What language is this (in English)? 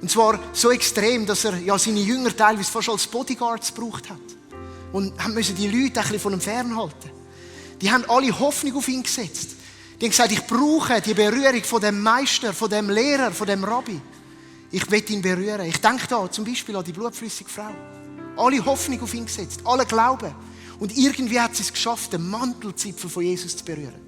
Swiss German